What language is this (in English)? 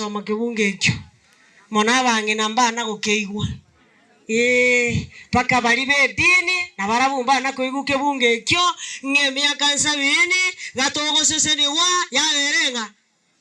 Gusii